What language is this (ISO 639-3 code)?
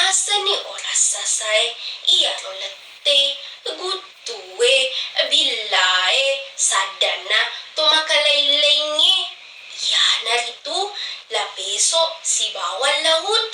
bug